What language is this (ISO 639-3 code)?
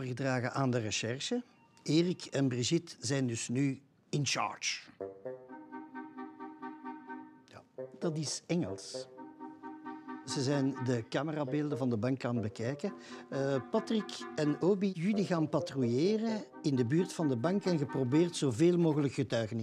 nld